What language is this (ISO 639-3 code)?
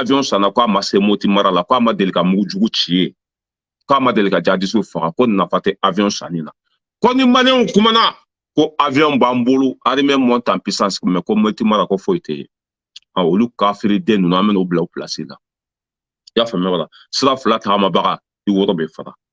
bam